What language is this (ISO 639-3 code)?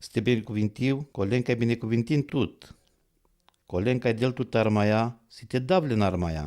rom